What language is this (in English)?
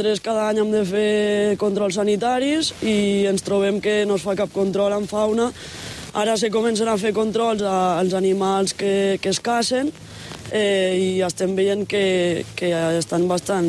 Catalan